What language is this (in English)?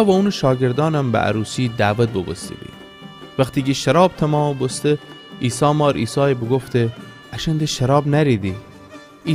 Gilaki